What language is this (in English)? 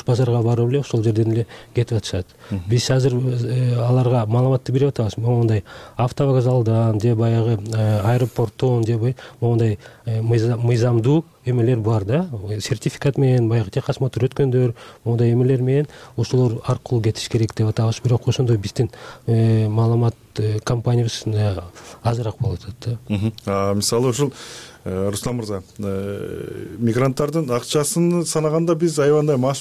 Kyrgyz